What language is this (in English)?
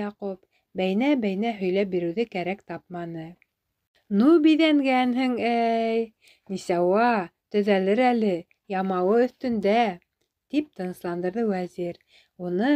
Bashkir